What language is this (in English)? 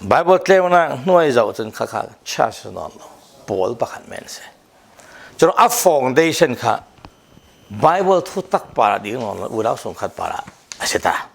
Falam Chin